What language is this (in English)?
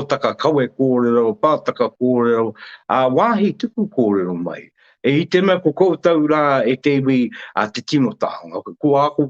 Māori